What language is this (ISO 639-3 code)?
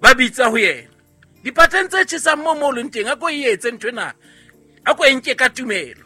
sot